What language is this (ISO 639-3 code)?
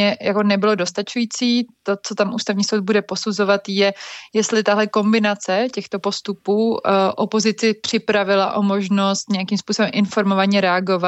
ces